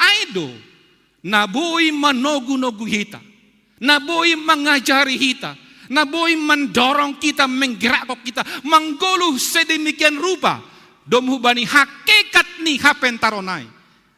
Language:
Batak Simalungun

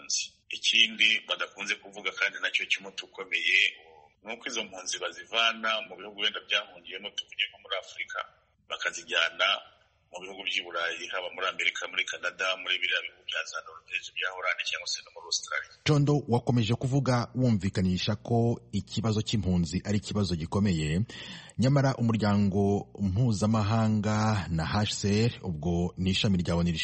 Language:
Kinyarwanda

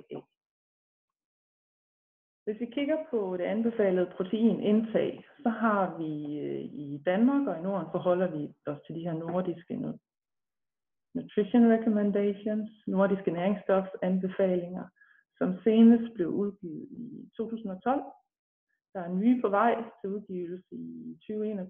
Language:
Danish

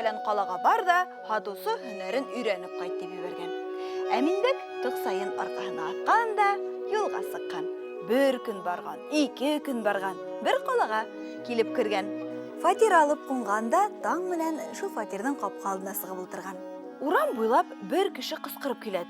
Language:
Bashkir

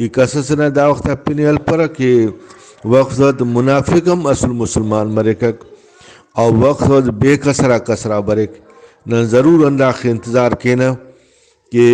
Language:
Brahui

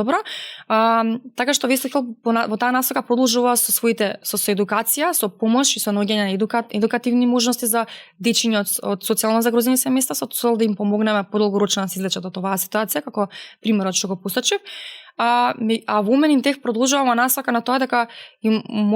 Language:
Macedonian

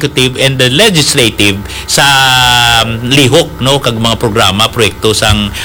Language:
Hiligaynon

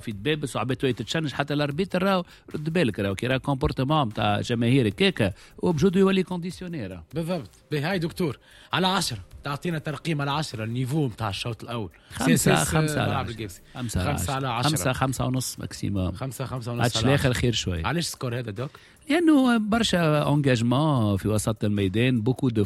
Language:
Tunisian Arabic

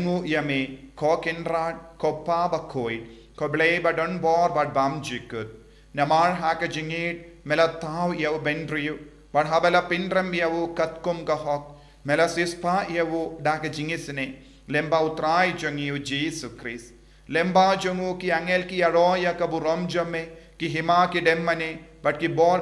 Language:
Khasi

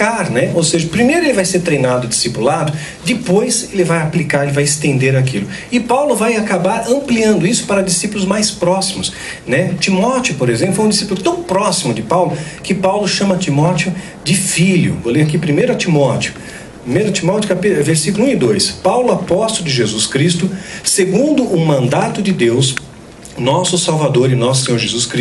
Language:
Portuguese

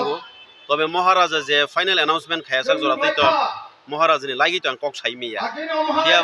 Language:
Kok Borok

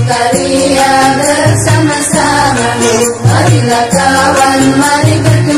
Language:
Malay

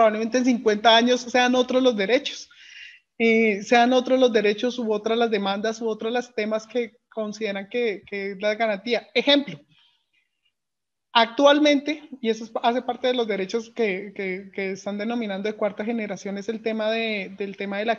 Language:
Spanish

